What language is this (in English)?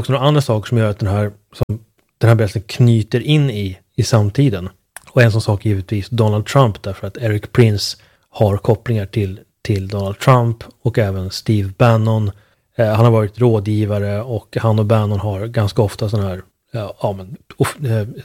Swedish